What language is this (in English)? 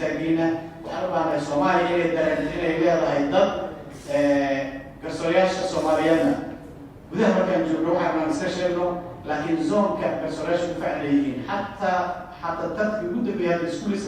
Somali